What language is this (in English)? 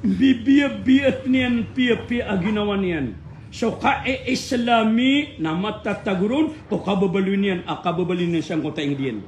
Maranao